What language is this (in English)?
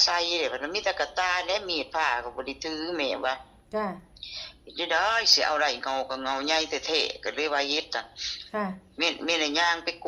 Northeastern Thai